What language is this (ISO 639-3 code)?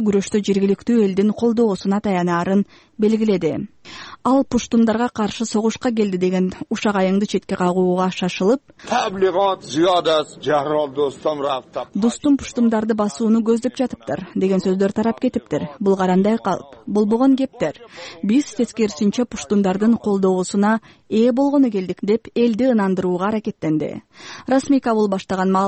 kir